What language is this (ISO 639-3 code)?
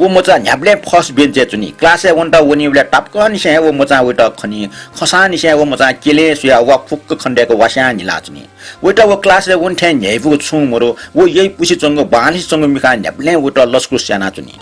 new